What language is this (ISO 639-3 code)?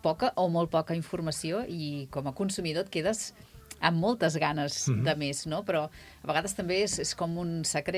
cat